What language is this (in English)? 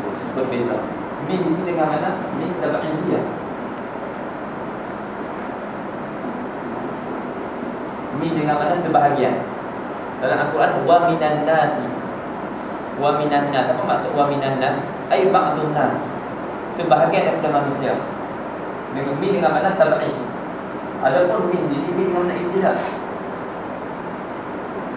Malay